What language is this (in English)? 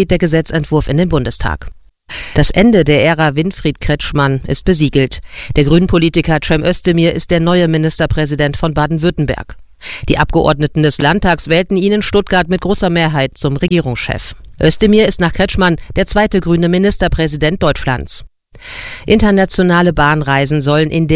German